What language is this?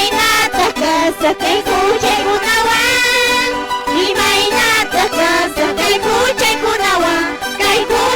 Quechua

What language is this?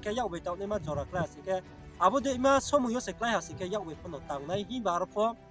Riang (India)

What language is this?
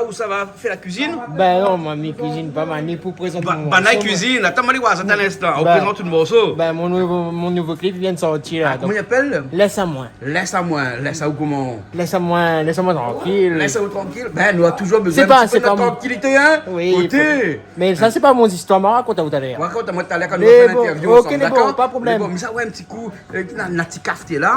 Réunion Creole French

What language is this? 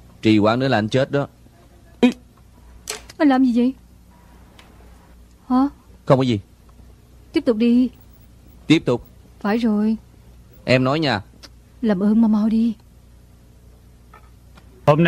Vietnamese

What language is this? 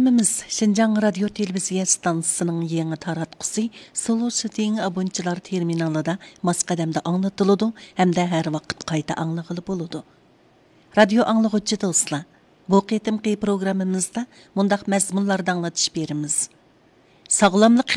Uyghur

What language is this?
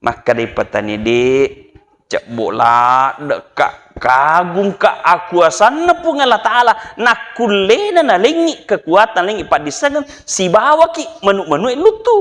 Buginese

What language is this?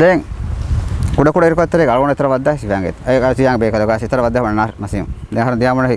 Divehi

